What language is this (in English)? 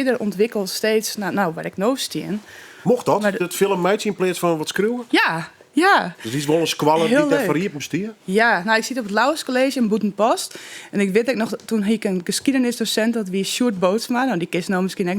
Western Frisian